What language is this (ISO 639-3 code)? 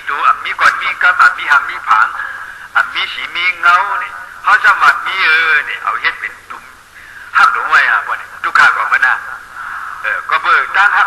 shn